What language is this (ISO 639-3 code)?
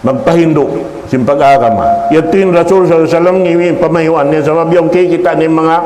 tsg